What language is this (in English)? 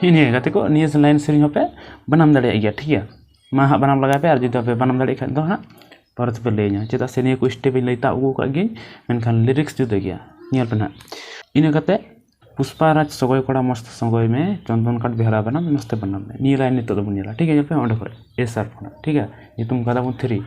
Santali